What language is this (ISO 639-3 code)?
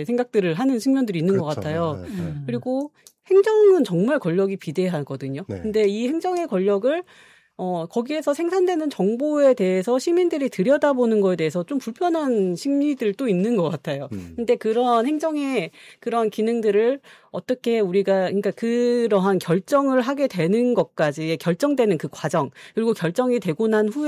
kor